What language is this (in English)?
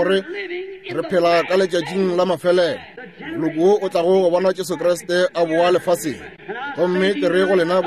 Northern Sotho